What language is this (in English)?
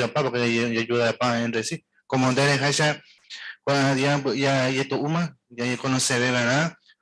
Guarani